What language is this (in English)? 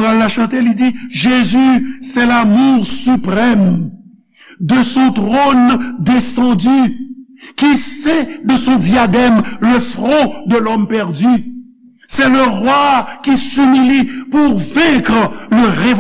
Haitian Creole